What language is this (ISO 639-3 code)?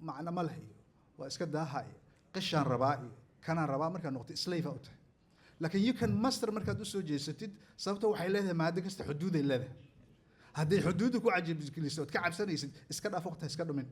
som